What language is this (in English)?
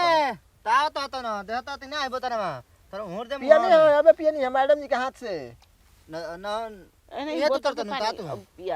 Bhojpuri